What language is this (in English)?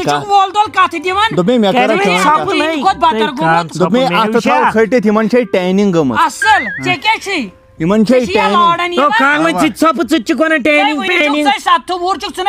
Kashmiri